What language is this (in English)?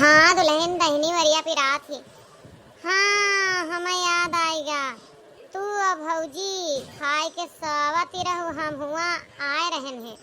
Awadhi